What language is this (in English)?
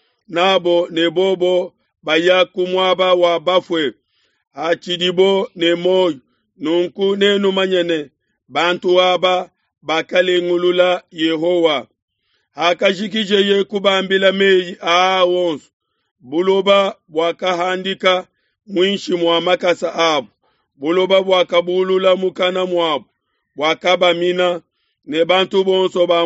Luba-Lulua